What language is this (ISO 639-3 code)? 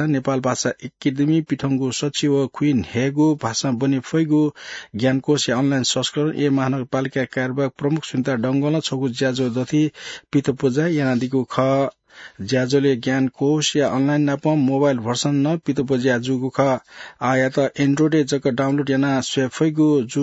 new